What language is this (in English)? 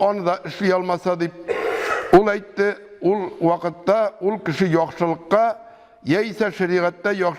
Tatar